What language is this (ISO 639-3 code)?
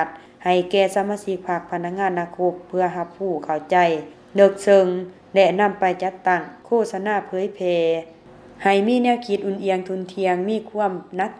lao